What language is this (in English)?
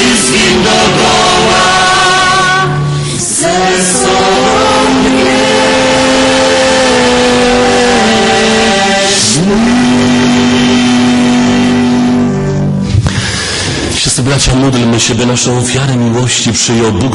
Polish